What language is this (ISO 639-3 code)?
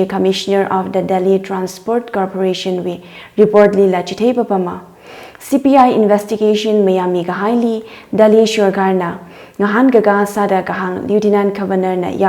nmf